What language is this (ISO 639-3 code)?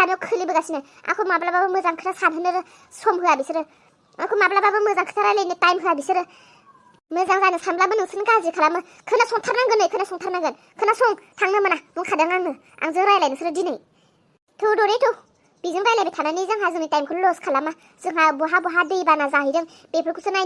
brx